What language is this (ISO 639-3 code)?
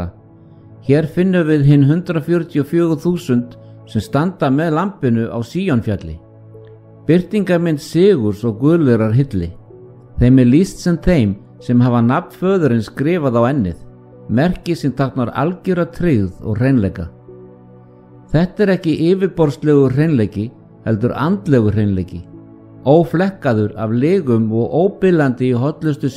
isl